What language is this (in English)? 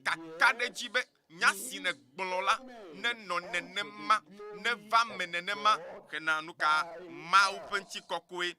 Ewe